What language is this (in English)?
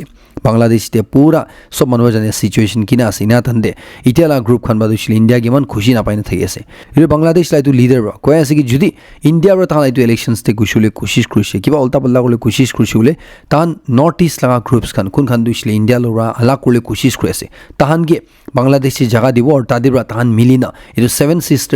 Naga Pidgin